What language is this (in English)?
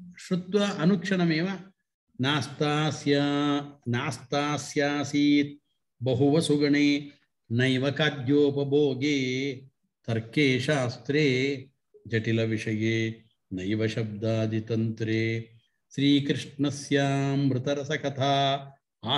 Sanskrit